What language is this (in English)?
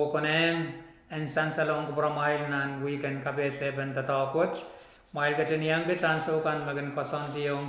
Pohnpeian